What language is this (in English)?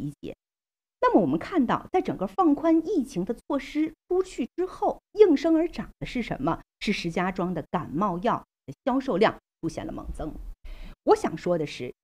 Chinese